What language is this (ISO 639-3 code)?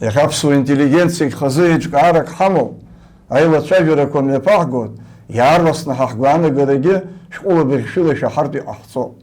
abk